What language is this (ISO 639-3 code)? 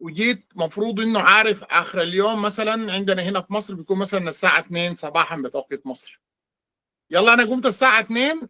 apd